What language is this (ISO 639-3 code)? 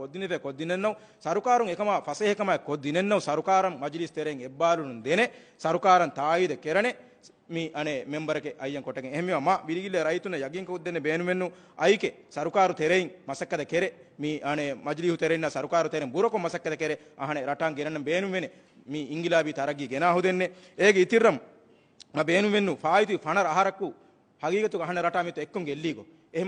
div